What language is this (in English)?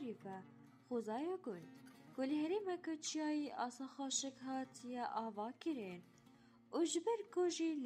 Kurdish